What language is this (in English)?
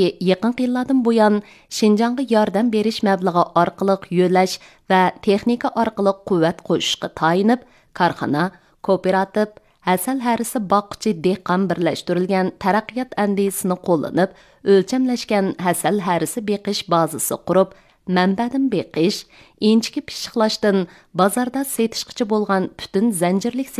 Uyghur